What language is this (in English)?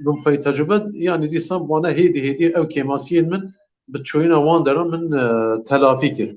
Kurdish